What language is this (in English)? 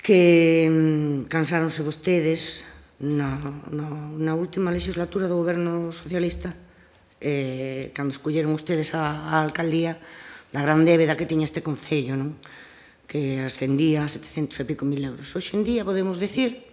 Galician